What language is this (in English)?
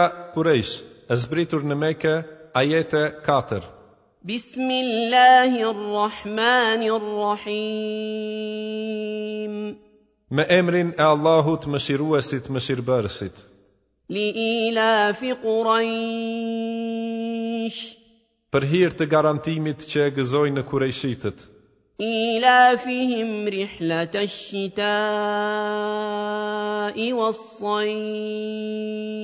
Albanian